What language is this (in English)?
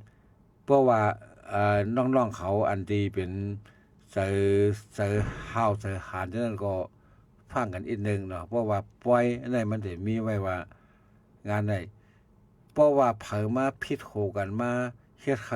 Shan